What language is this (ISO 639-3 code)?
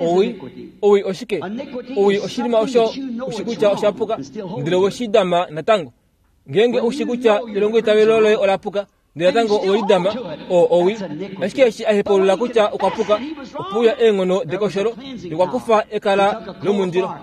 kua